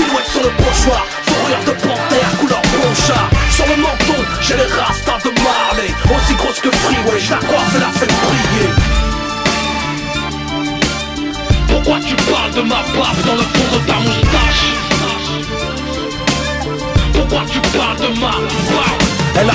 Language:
French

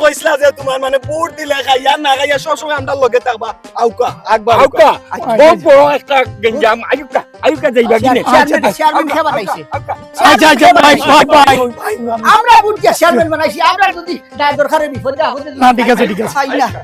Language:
Sylheti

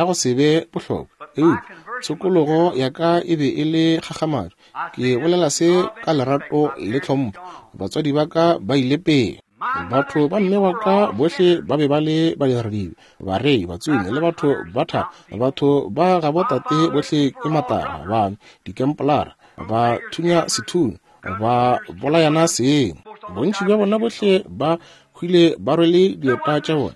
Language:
Northern Sotho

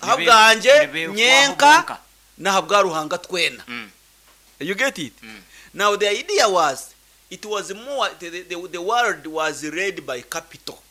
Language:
Nyankole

